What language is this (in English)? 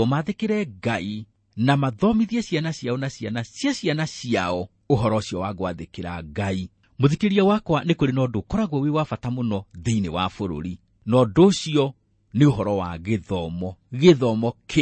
Kikuyu